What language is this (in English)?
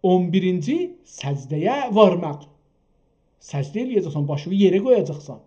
South Azerbaijani